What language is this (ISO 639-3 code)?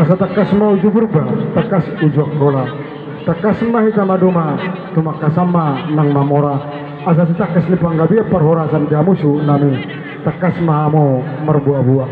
bbc